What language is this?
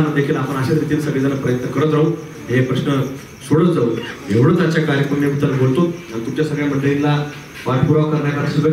Marathi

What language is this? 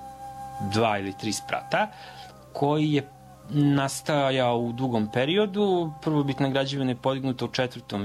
Serbian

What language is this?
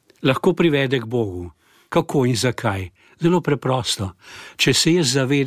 Slovenian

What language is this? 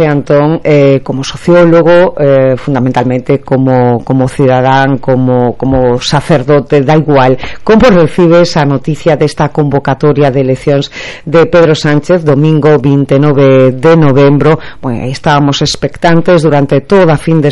Galician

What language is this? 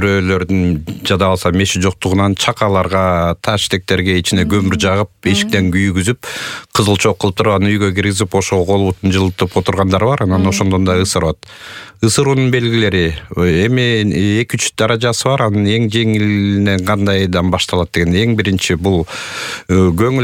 Kyrgyz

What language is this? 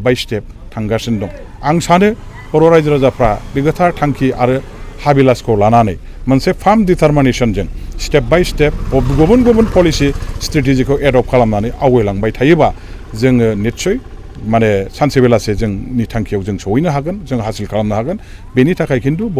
Bodo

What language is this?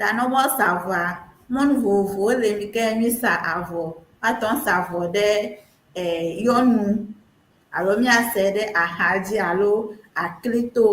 Ewe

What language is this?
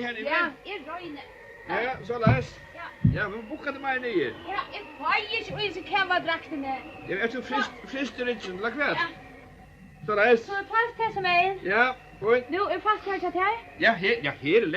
Faroese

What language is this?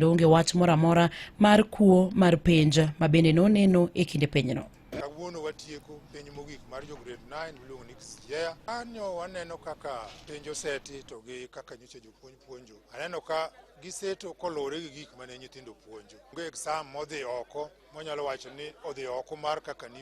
Luo (Kenya and Tanzania)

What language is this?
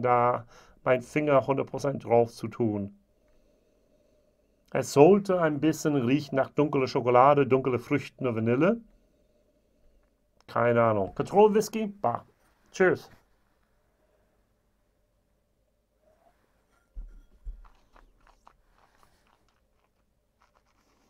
German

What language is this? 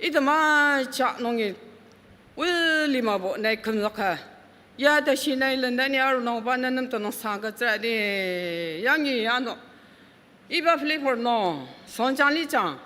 Ao Naga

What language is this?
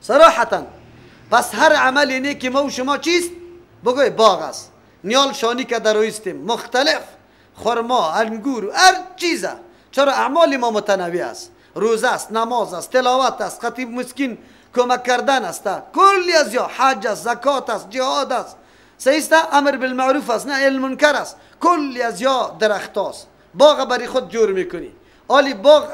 Persian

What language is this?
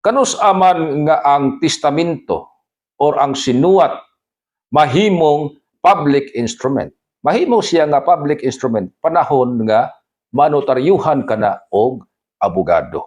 Cebuano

